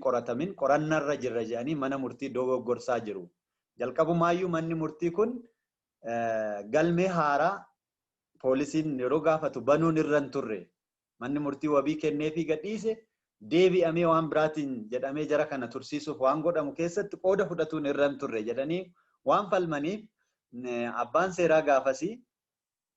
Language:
Oromo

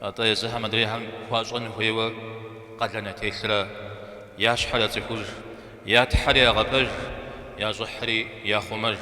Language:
Kabardian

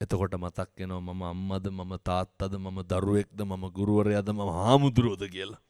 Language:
Sinhala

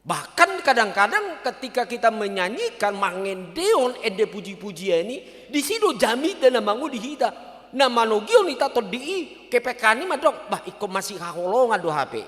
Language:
Batak Toba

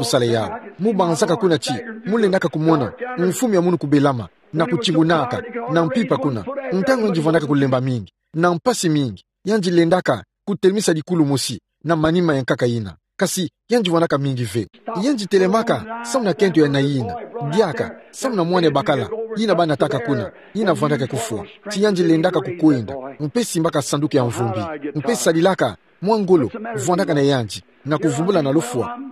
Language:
Kituba (Democratic Republic of Congo)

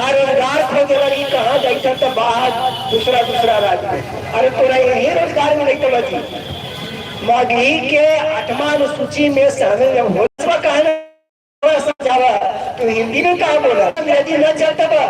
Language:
Magahi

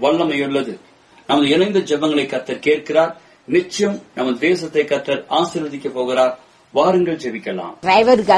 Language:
Tamil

